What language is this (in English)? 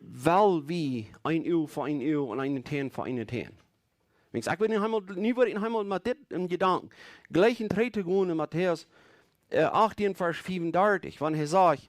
Plautdietsch